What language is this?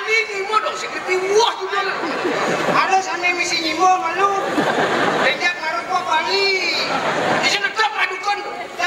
Balinese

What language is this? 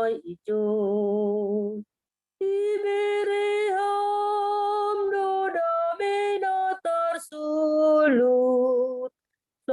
Batak Simalungun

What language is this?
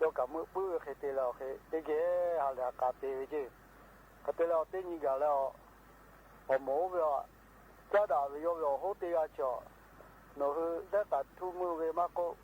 Lahu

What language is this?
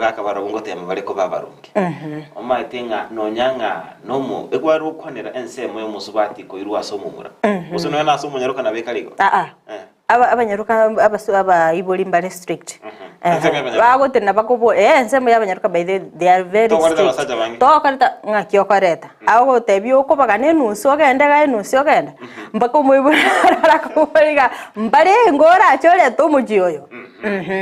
Gusii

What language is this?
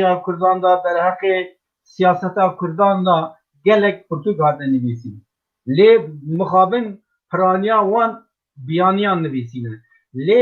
Kurdish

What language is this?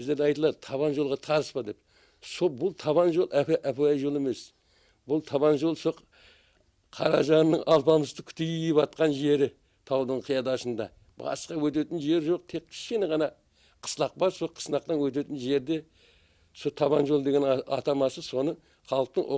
Kara-Kalpak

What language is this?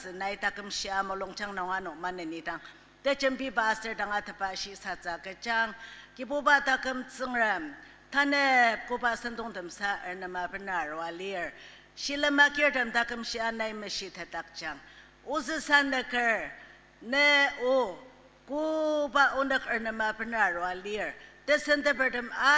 Ao Naga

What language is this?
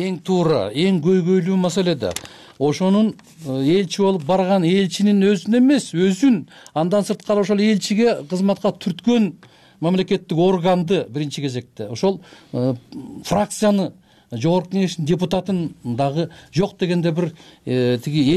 Kyrgyz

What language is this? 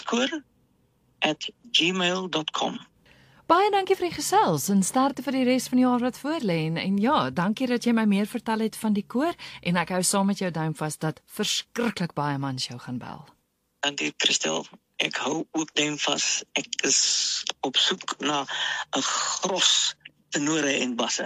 Afrikaans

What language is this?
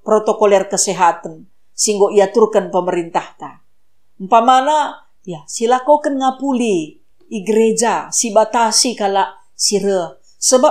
Batak Karo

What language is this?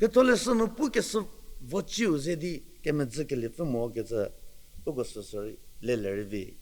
Angami Naga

